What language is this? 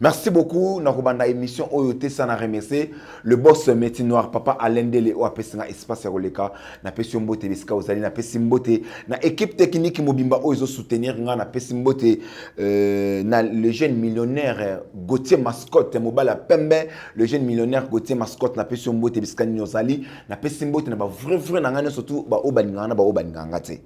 Lingala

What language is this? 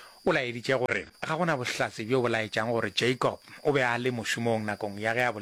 Northern Sotho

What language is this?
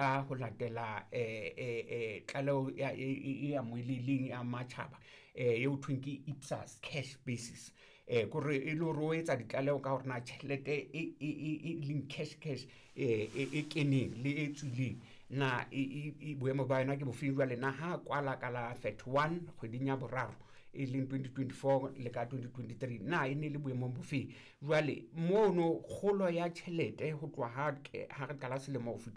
Southern Sotho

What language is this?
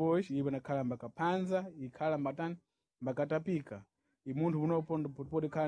Sena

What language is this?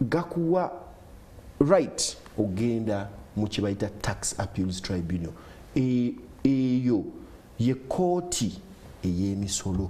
Ganda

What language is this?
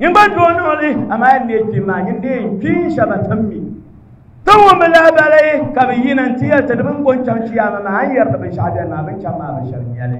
Dagbani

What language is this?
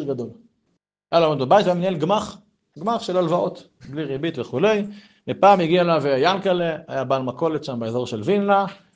Hebrew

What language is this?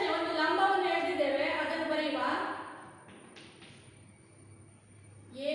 Kannada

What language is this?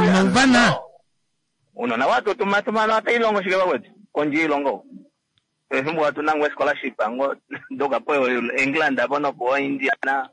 Kuanyama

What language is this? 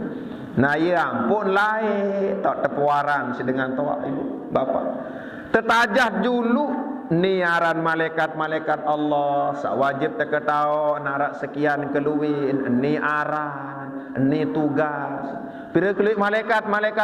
Sasak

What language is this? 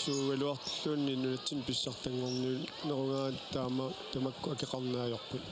Kalaallisut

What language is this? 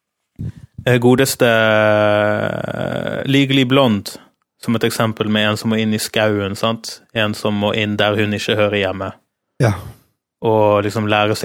Norwegian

